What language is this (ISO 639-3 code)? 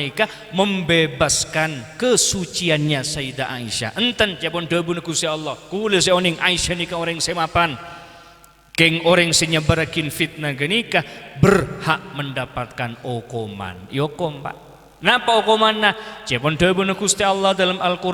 mad